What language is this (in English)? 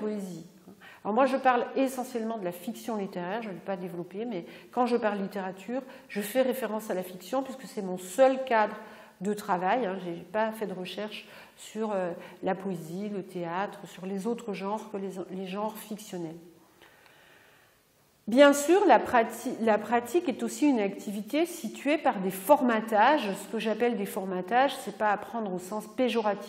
French